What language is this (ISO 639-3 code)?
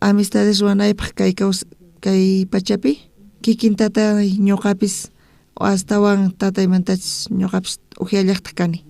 quh